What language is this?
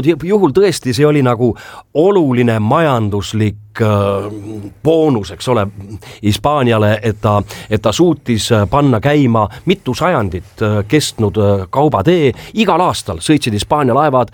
Estonian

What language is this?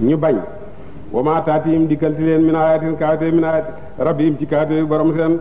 Wolof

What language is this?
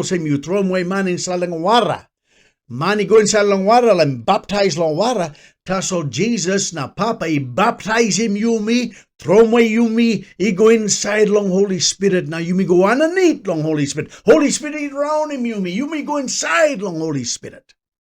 Tok Pisin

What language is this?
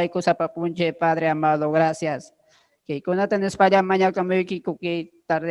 Ayacucho Quechua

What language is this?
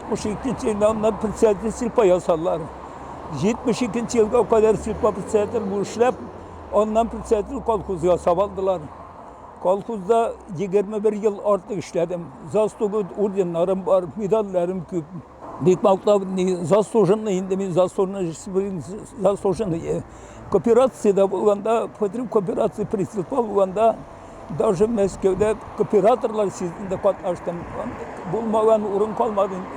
Tatar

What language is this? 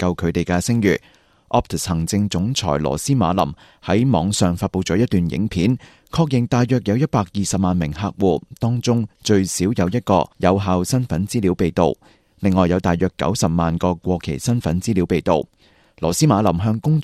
Cantonese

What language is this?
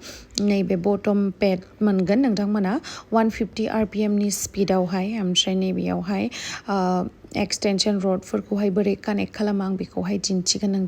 Bodo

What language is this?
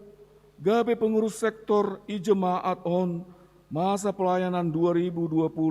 Batak Simalungun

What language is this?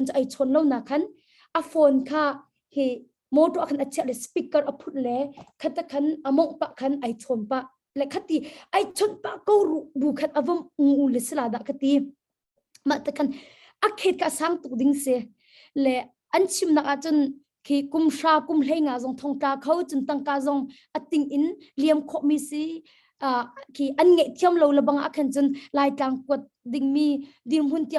Hakha Chin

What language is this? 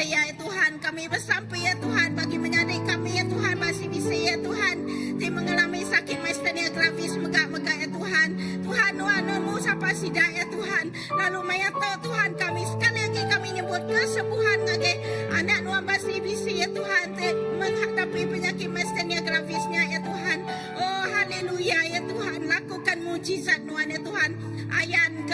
Iban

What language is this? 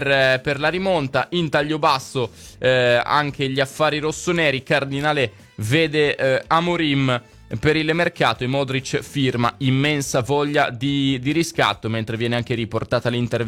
Italian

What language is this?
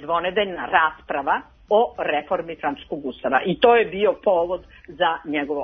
Serbian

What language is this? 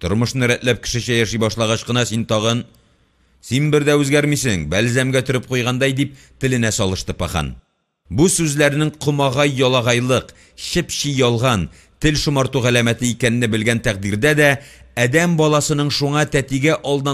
Tatar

